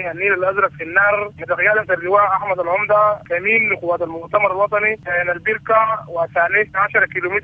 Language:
Sudanese Arabic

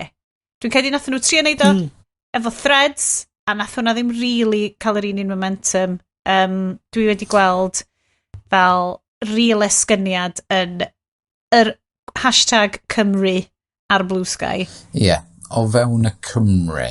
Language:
Welsh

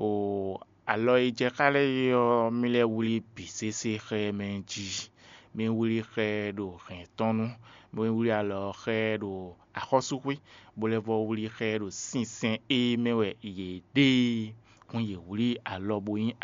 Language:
Fon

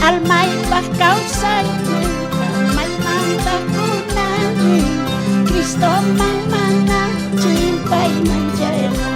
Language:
South Bolivian Quechua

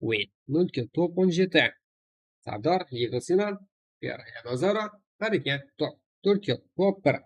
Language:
Kara-Kalpak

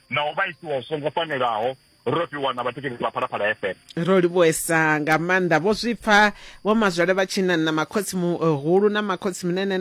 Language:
Venda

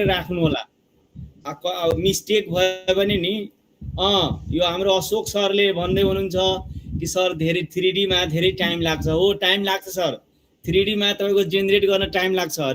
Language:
Nepali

